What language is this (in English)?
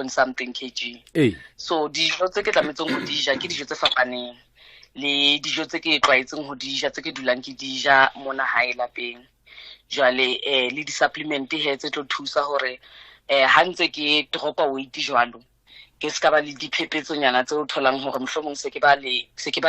Southern Sotho